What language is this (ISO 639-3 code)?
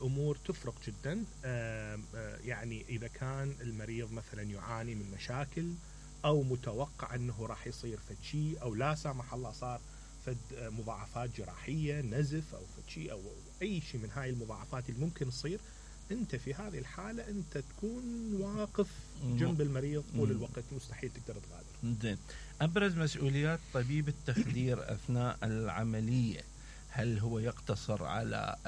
acm